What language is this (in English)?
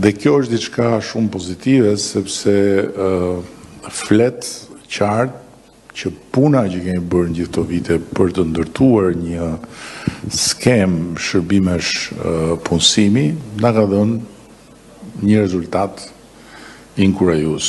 Albanian